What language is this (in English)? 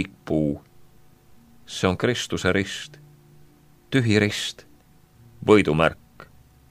Estonian